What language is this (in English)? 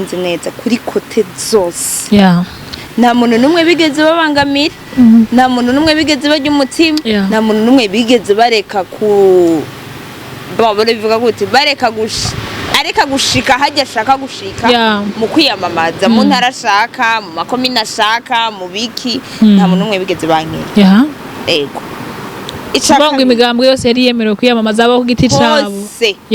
Rundi